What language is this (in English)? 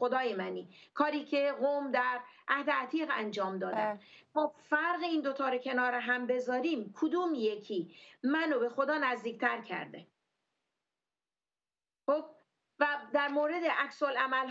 Persian